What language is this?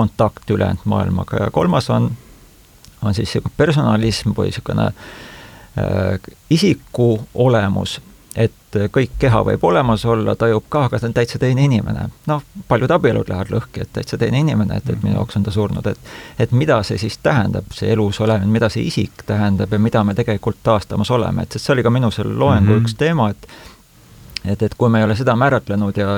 Estonian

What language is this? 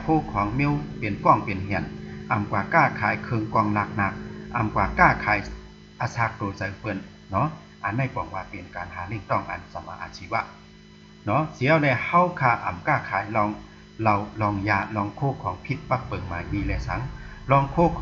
Shan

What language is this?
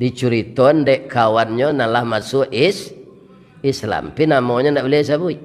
Minangkabau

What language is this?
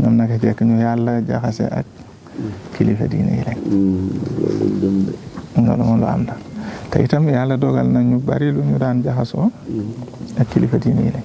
Wolof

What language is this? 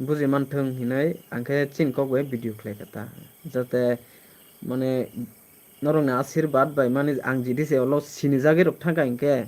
Kok Borok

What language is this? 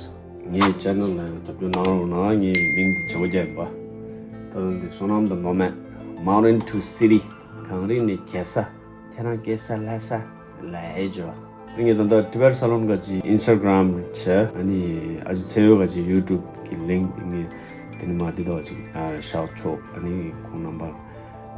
Tibetan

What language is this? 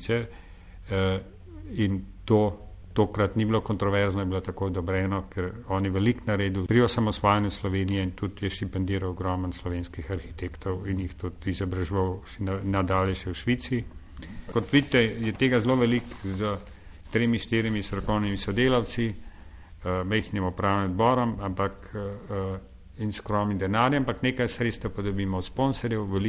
Slovenian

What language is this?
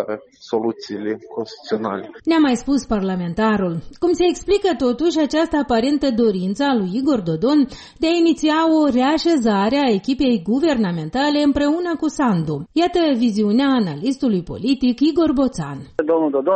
Romanian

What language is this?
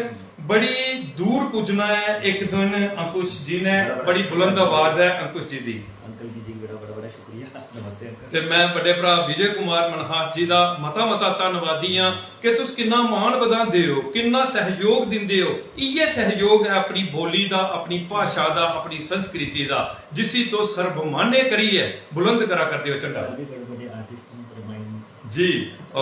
Dogri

